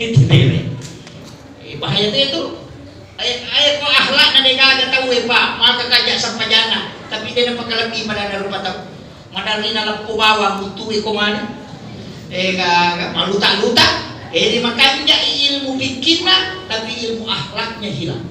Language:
Buginese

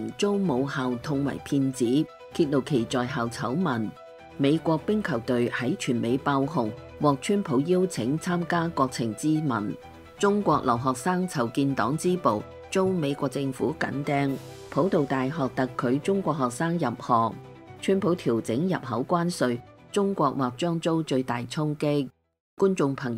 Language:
Cantonese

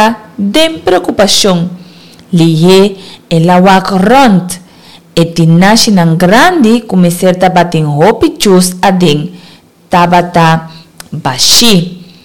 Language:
Papiamento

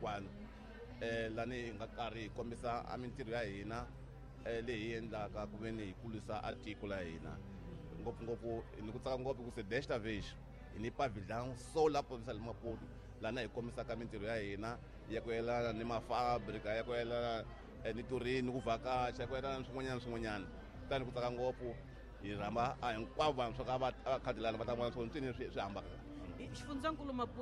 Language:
Tsonga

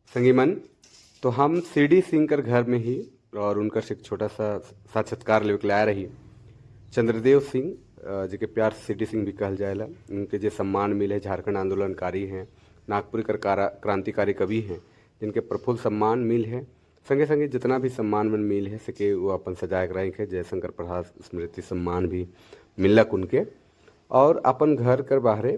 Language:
Sadri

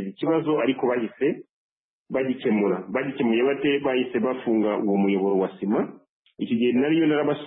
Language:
Kinyarwanda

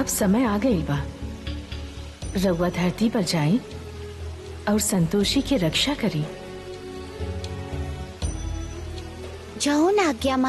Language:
Bhojpuri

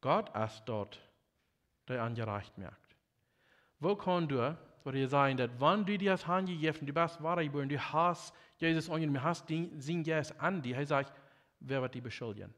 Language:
Plautdietsch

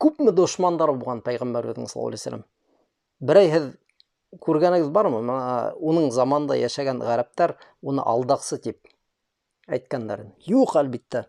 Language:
Bashkir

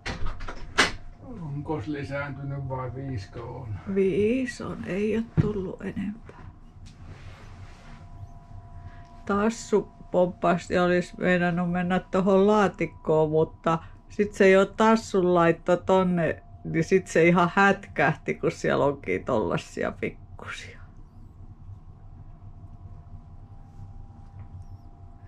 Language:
Finnish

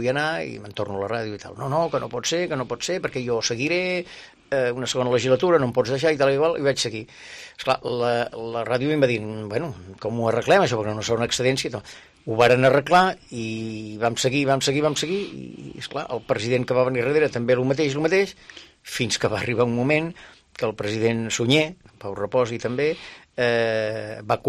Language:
Catalan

